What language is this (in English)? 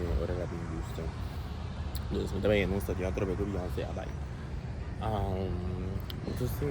Papiamento